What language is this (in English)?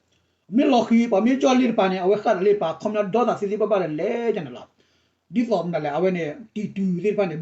S'gaw Karen